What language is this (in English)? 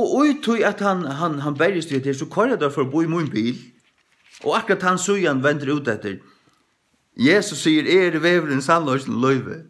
Faroese